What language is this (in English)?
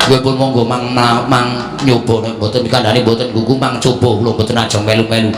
Javanese